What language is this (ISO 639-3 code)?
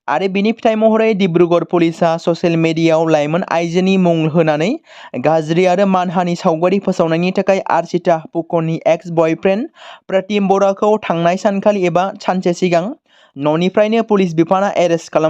brx